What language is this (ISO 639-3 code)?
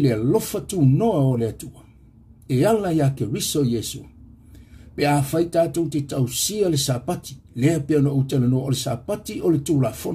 smo